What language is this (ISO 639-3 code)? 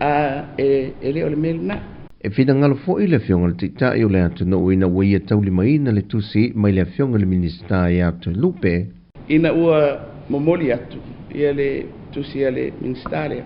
smo